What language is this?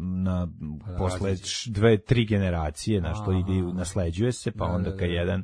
Serbian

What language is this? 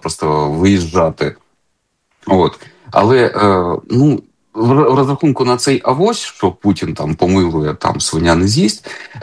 Ukrainian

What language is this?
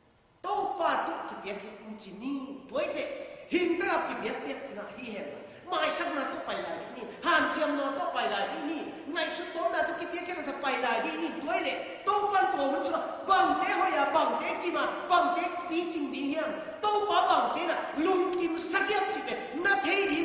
Tedim Chin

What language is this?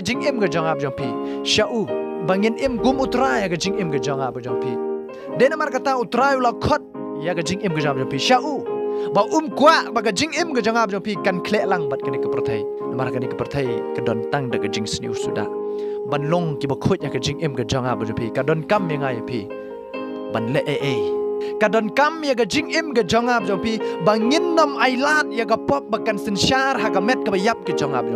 Khasi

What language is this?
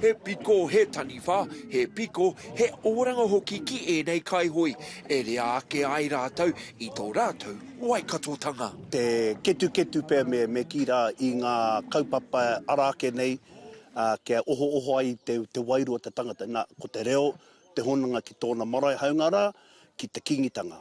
Māori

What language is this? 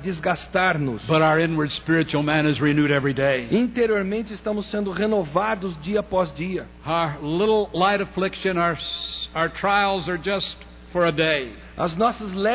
Portuguese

